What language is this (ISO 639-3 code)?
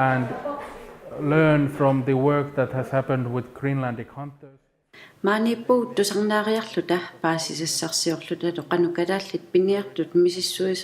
kal